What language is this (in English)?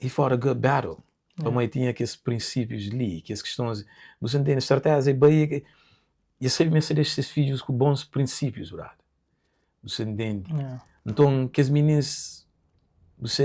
Kabuverdianu